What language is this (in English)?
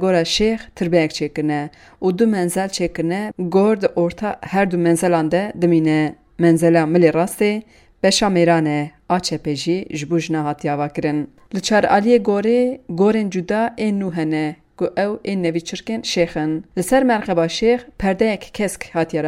Kurdish